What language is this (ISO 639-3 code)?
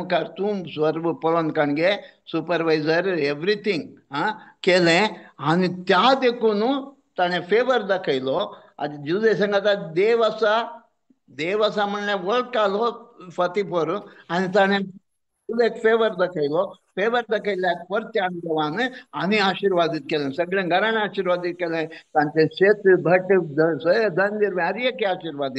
kok